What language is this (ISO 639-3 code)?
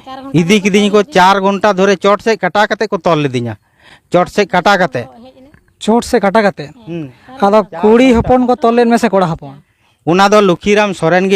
sat